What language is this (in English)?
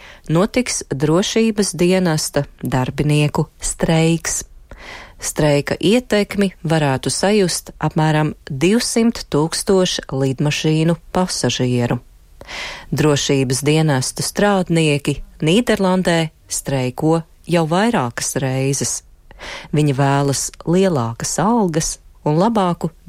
Latvian